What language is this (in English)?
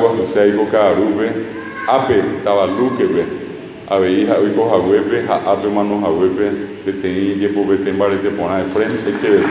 Guarani